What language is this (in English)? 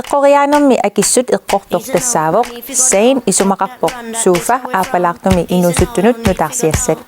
Kalaallisut